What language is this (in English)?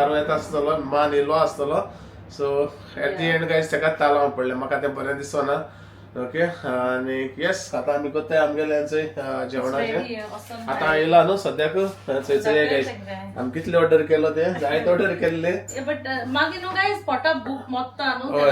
Konkani